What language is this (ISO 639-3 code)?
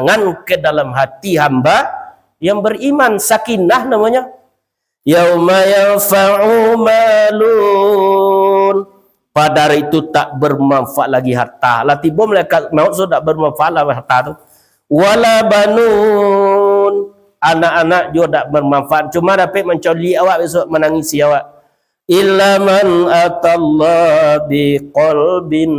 min